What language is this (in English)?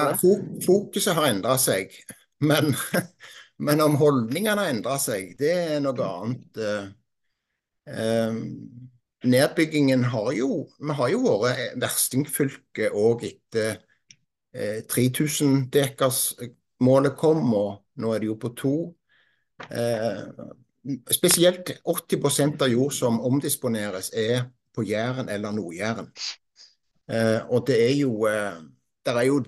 Norwegian